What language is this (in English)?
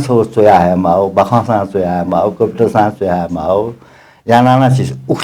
Newari